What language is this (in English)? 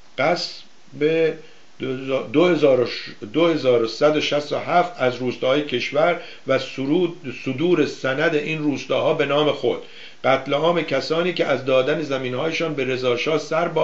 Persian